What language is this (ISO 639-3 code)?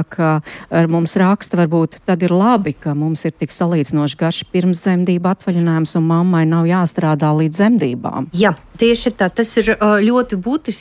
lav